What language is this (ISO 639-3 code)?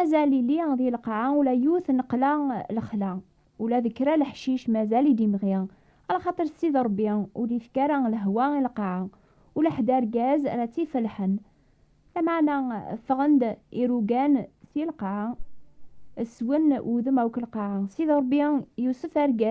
kab